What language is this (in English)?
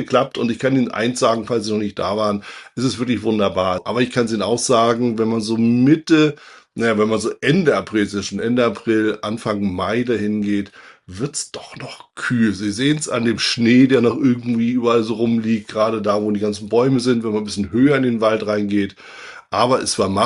German